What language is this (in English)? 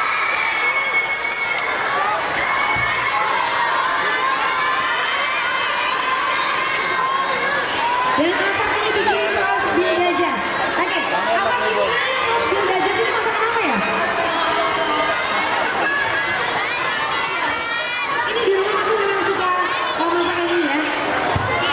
Indonesian